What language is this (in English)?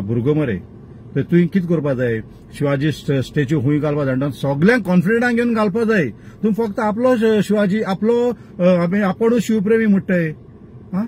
Konkani